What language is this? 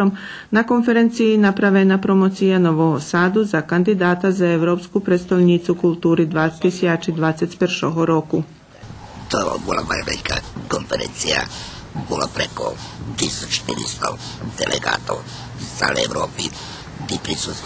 Rusyn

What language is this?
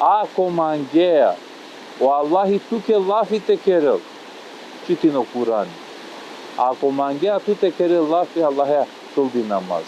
Balkan Romani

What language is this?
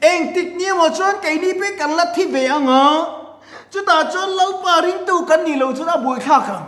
Mizo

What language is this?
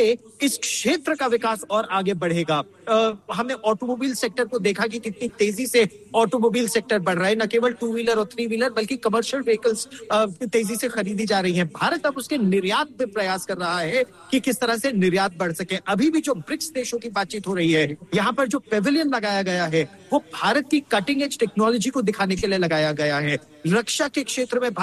Hindi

